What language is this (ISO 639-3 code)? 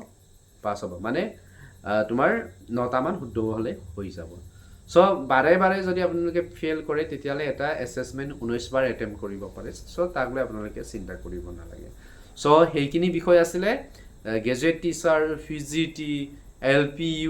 asm